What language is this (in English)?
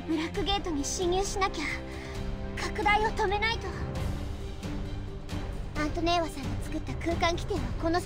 Japanese